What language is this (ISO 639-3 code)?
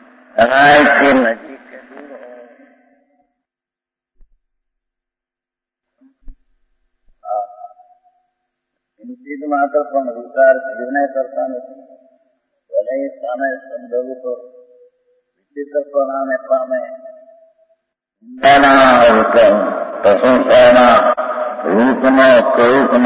guj